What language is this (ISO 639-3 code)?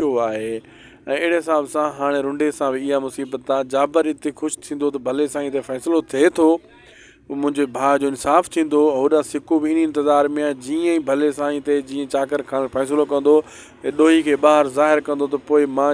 snd